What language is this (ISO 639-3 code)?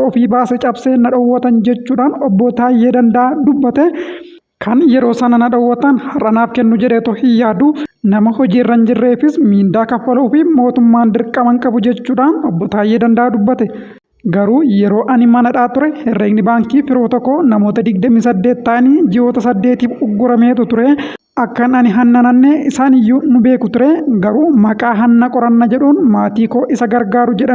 orm